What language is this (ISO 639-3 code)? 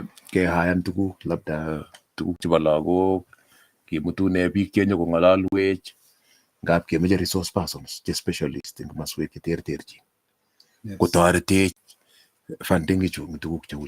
kln